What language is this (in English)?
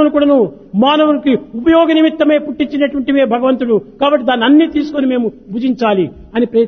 Telugu